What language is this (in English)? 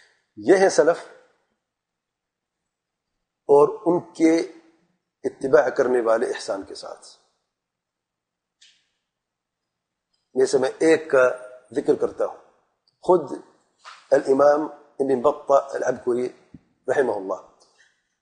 Urdu